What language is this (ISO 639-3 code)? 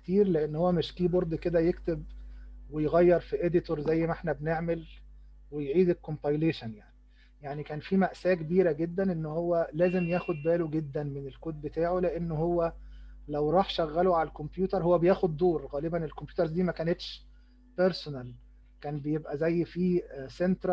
arz